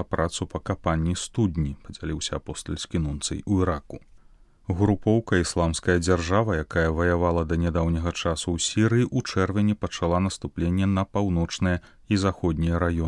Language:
Belarusian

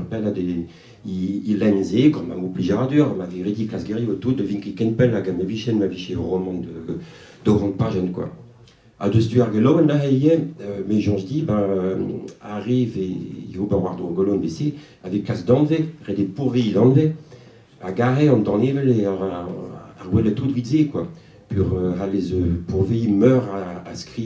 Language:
Breton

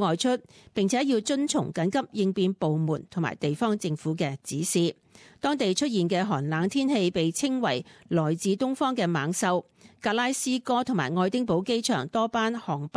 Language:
Cantonese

